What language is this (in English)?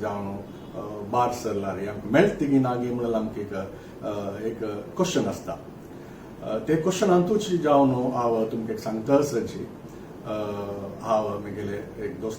Konkani